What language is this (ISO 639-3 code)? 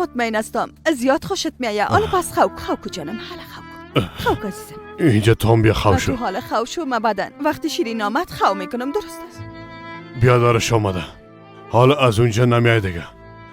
fas